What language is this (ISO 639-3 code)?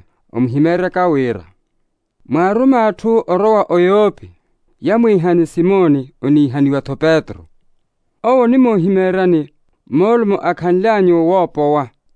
vmw